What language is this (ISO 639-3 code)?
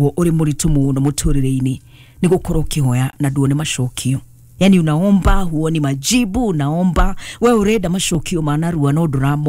kik